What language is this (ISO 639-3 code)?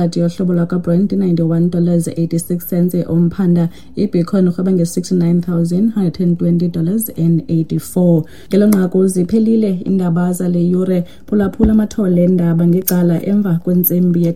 xho